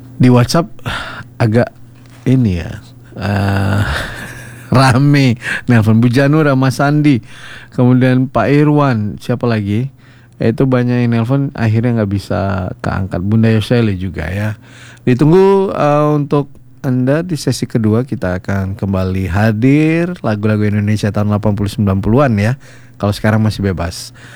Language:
Indonesian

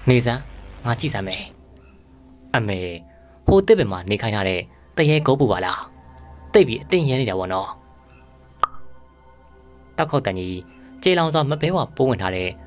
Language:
Burmese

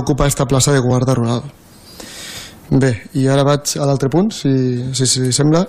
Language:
Catalan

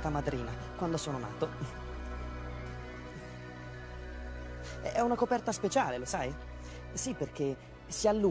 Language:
Italian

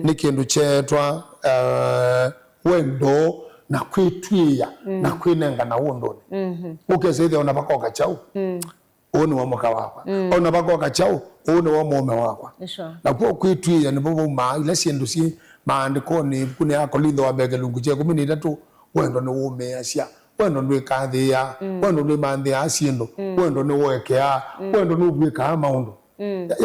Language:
Kamba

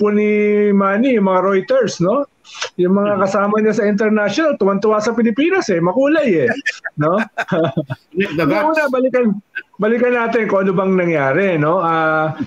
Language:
Filipino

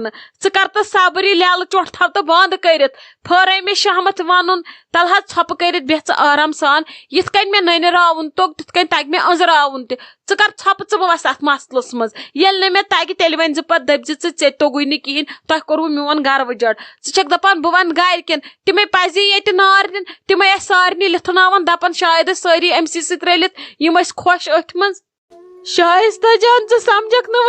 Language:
Kashmiri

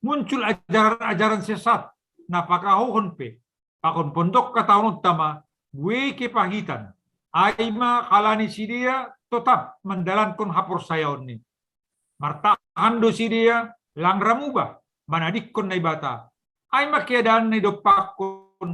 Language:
Batak Simalungun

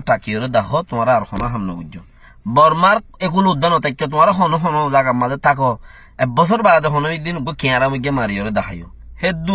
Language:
Rohingya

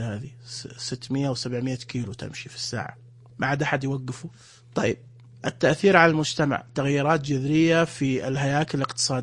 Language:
Najdi Arabic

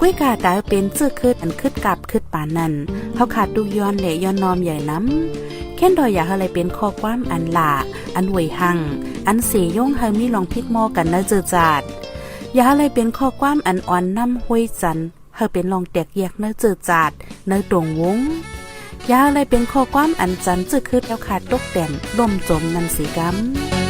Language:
Shan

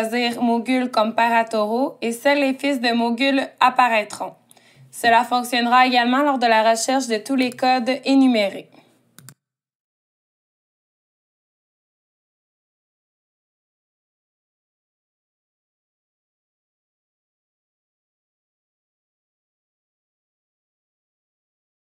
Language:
French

